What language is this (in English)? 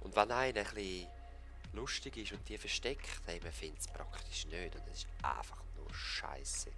Swiss German